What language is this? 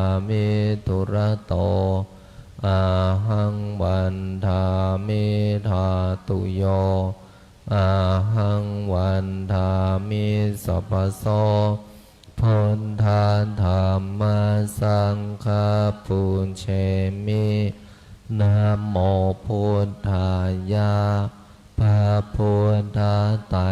Pali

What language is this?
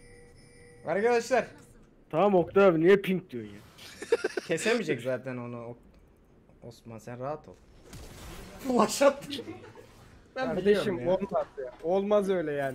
Turkish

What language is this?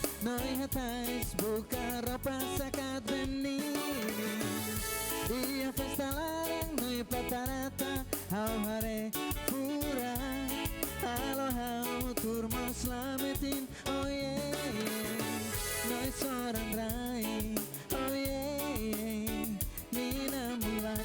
Tetum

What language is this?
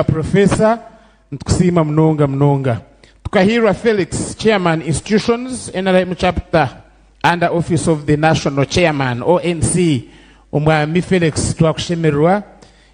Nyankole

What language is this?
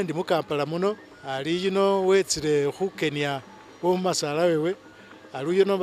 Masaaba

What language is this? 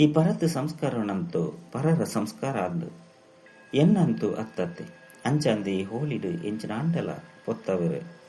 Tulu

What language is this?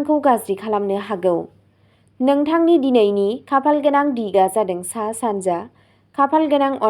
Bodo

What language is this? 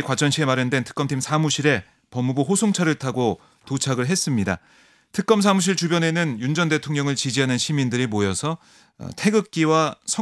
Korean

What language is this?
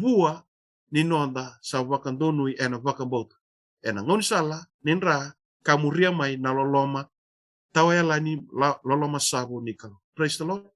Fijian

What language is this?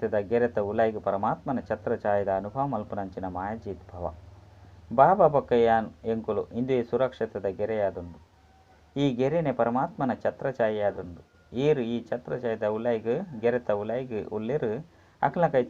Tulu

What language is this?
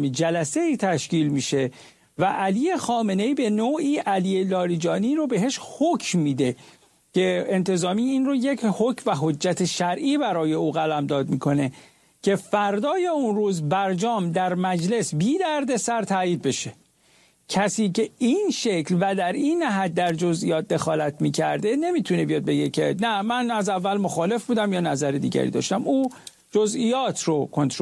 Persian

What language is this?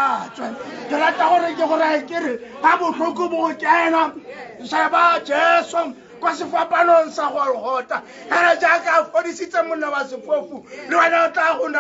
Tswana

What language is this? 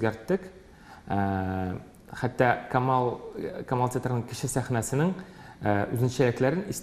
Tatar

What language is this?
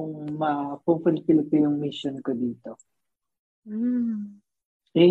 Filipino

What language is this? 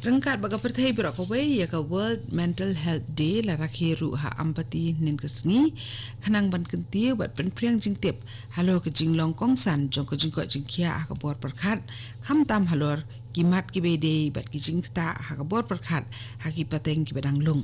Khasi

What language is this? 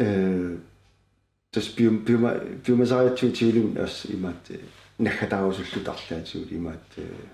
Kalaallisut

